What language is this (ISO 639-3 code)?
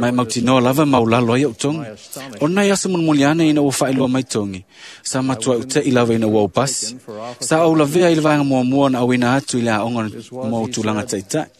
smo